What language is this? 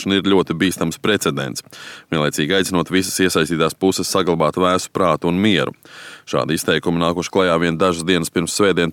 Latvian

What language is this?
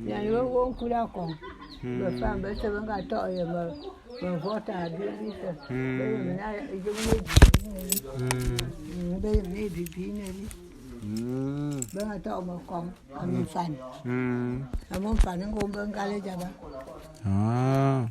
Bulu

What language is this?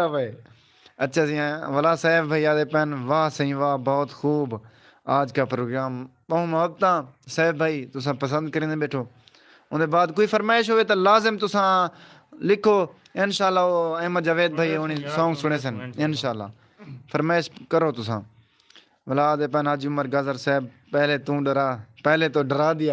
Saraiki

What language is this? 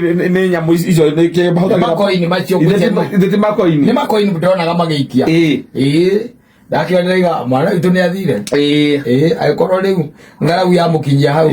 Kikuyu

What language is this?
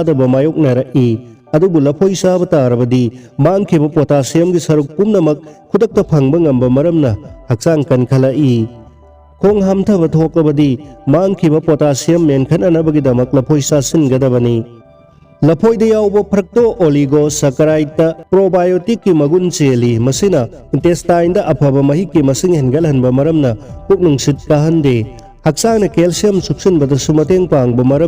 Manipuri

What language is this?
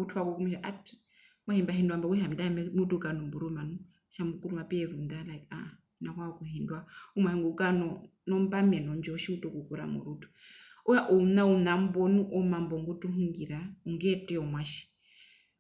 Herero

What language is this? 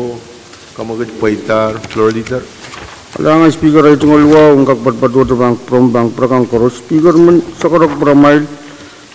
Pohnpeian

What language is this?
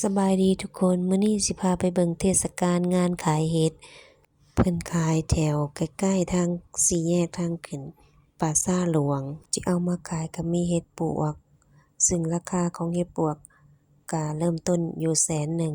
Lao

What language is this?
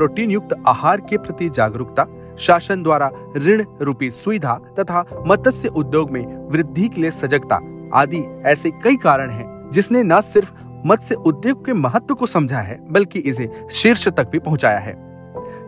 Hindi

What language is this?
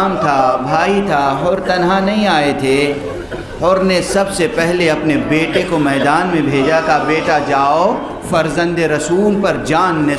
Urdu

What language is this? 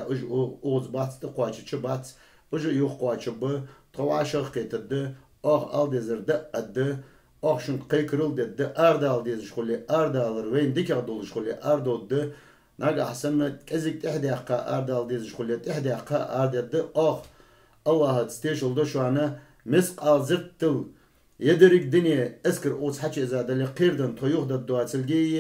Ingush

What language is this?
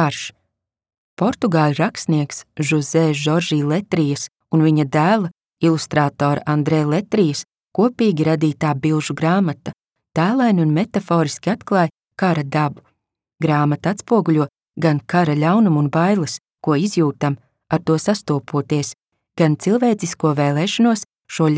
Latvian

